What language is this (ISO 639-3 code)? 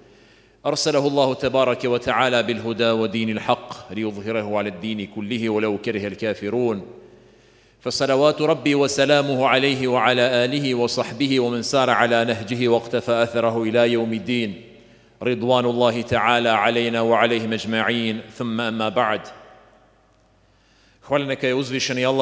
bos